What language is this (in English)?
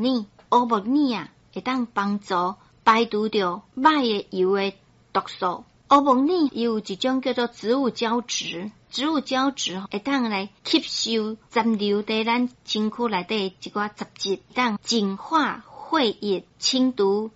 Min Nan Chinese